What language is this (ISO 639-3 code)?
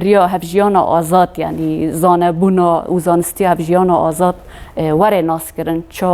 kur